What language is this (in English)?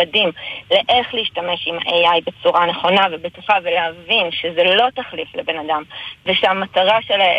Hebrew